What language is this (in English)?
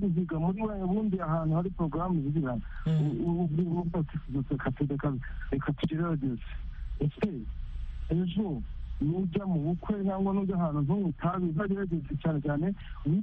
Kinyarwanda